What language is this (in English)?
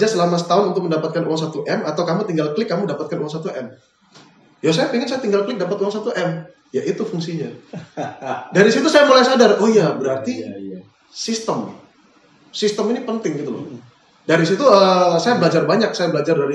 Indonesian